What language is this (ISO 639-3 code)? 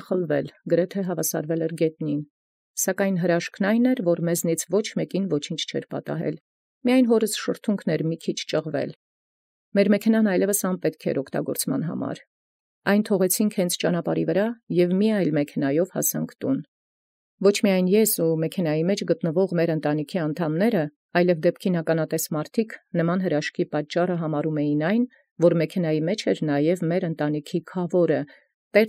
hye